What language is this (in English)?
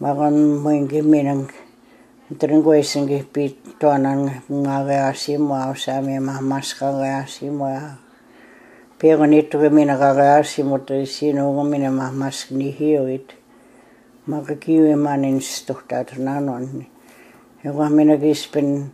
Plains Cree